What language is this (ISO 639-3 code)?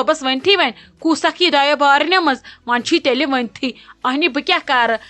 kas